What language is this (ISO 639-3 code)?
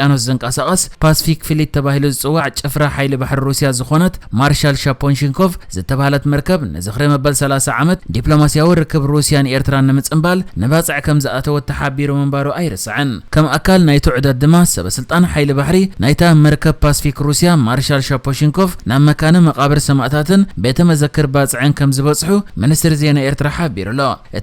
tir